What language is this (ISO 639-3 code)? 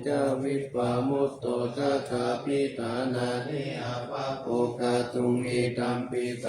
pli